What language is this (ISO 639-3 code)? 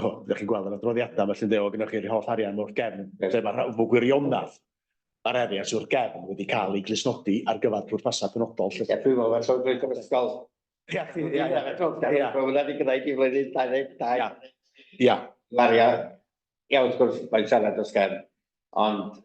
cym